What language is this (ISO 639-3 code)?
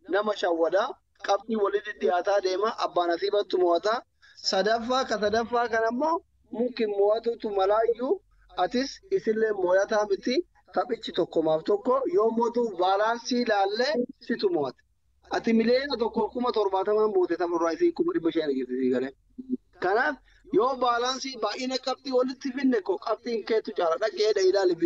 orm